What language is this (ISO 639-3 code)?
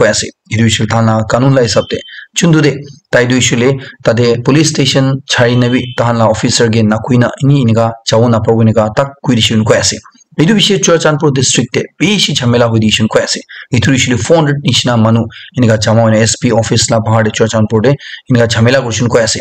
nag